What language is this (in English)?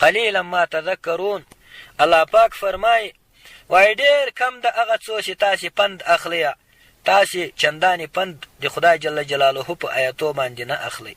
Pashto